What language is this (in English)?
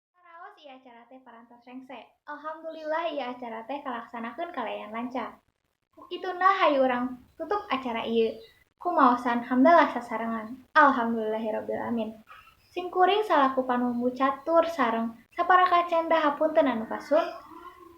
Sundanese